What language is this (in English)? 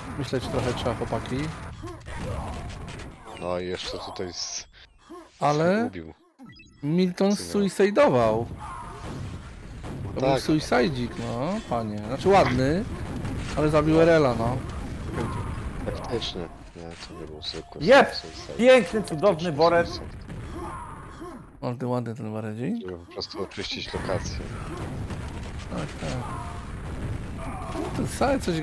Polish